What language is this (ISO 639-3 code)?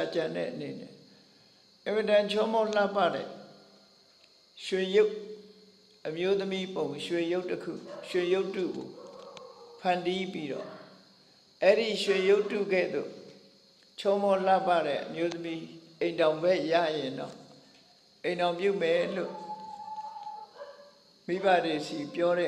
mya